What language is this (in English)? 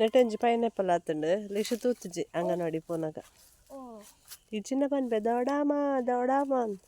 Tulu